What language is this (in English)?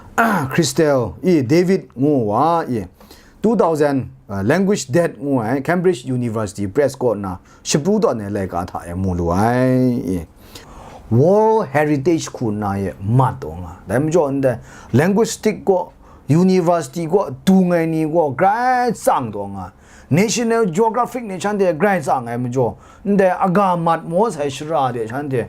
Kachin